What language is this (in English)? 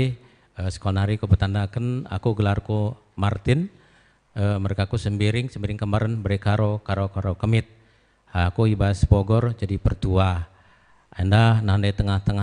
Batak Karo